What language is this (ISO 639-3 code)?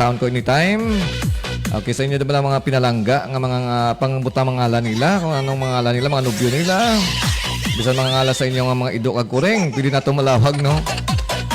hil